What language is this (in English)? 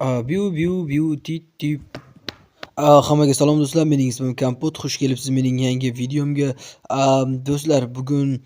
Uzbek